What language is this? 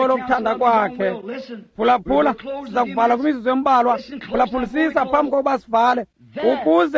Xhosa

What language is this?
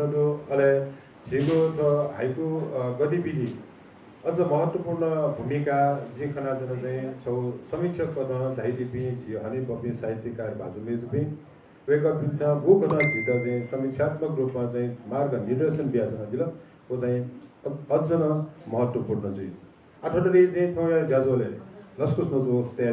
Newari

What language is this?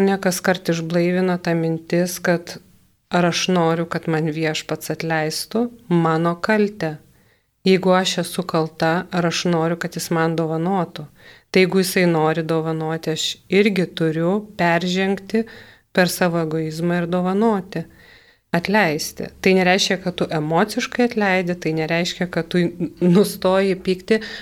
Lithuanian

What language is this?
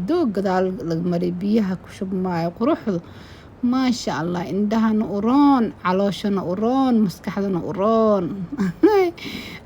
Somali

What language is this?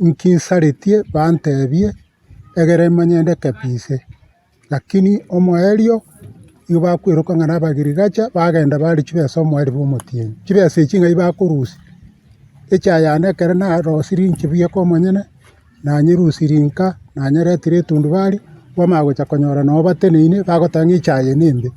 Gusii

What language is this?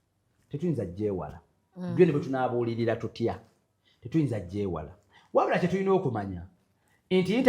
Ganda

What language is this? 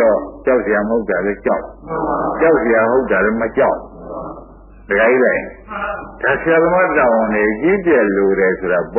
Burmese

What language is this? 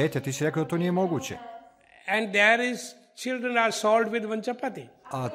Serbian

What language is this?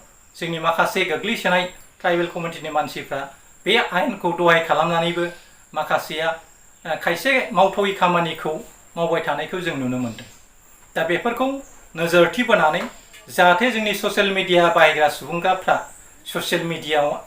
Bodo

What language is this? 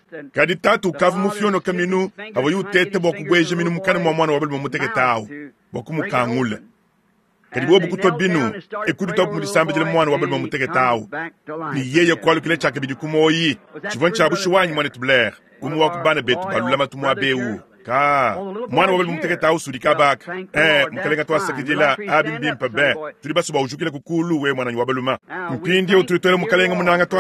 Luba-Lulua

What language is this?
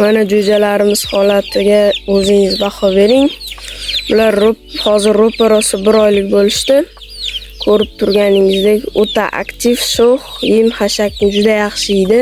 Uzbek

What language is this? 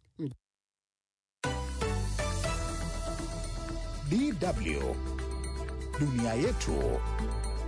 Swahili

